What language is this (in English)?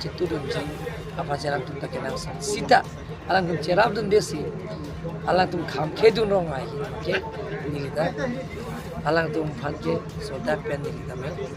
Karbi